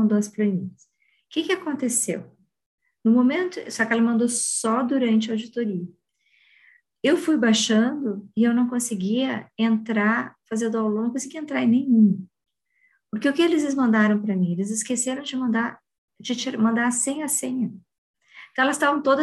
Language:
Portuguese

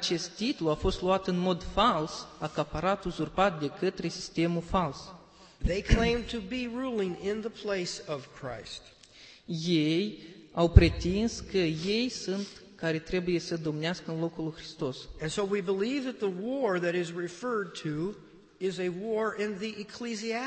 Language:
Romanian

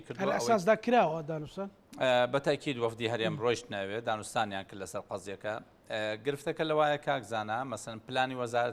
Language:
Central Kurdish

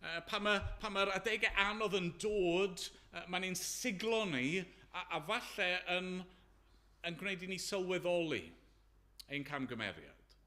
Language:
Welsh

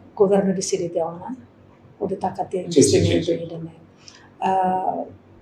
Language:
Tetum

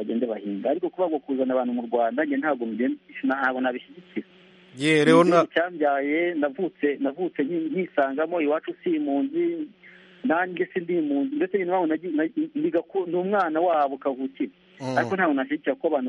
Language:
Kinyarwanda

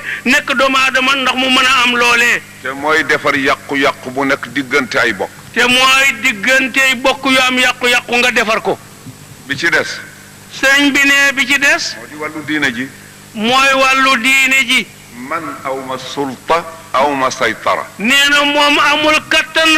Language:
Wolof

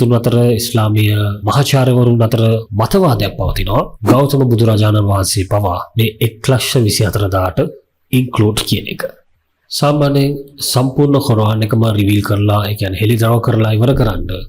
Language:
Sinhala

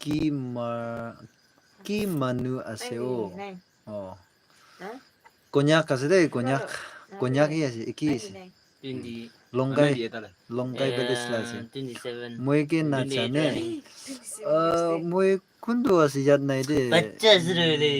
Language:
Naga Pidgin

